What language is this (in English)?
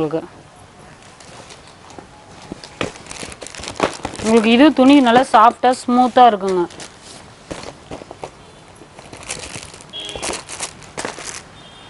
Tamil